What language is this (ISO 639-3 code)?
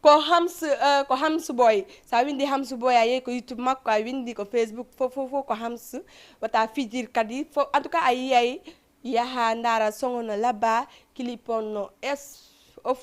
ful